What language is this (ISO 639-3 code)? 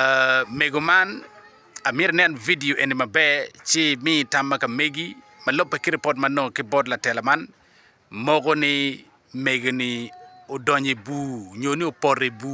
ach